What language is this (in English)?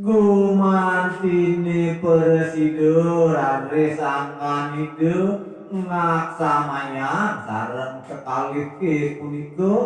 Balinese